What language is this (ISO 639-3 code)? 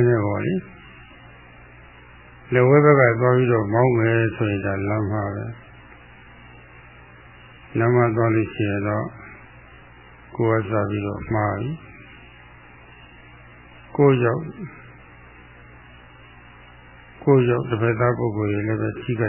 mya